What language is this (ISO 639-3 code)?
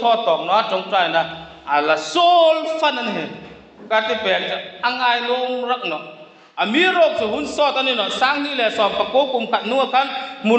hmr